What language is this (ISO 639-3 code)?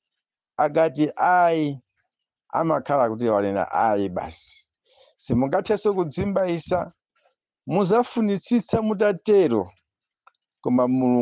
nya